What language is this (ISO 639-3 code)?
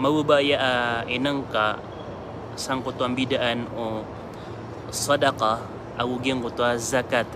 mrw